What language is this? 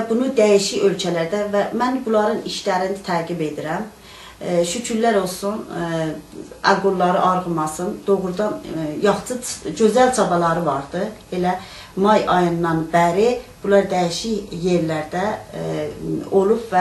South Azerbaijani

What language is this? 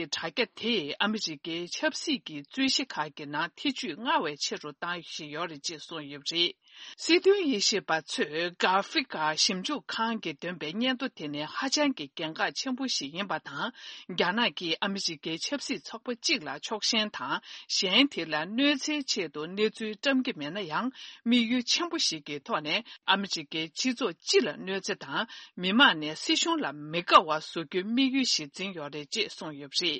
Tibetan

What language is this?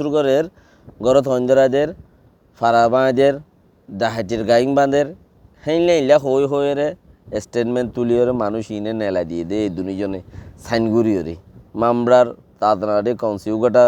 Rohingya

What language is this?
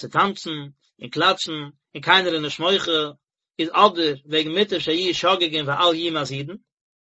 Yiddish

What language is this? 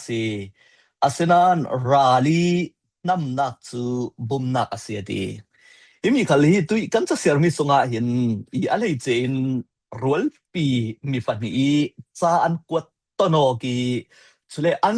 Falam Chin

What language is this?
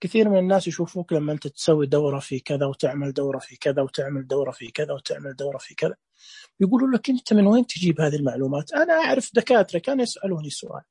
Najdi Arabic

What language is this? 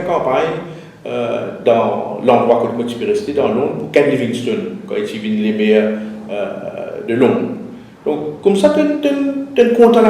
Morisyen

